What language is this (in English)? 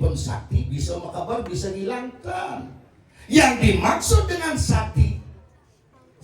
Balinese